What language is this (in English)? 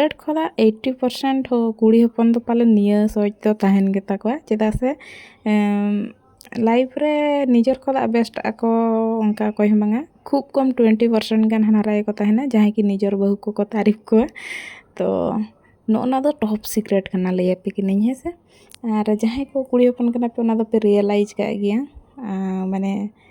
Santali